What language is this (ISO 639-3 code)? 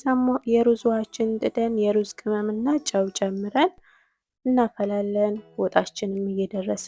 amh